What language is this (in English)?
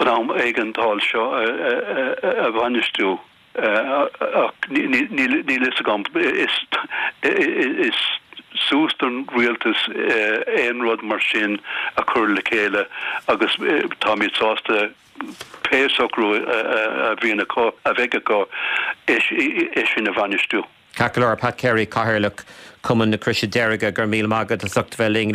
Irish